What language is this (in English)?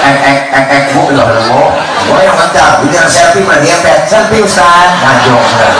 Betawi